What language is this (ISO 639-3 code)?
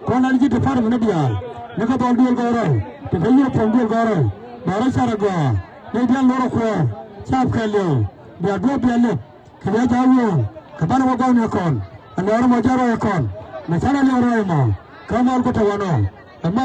nus